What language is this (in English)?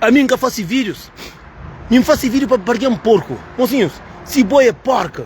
Kabuverdianu